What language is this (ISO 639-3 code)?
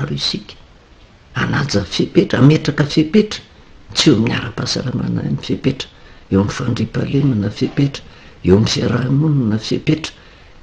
mlg